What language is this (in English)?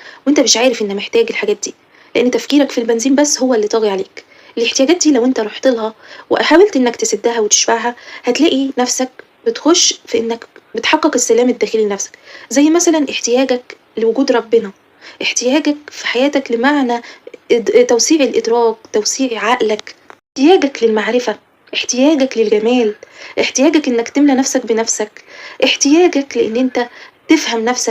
Egyptian Arabic